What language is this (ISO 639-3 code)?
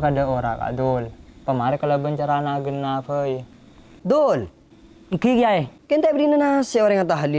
mad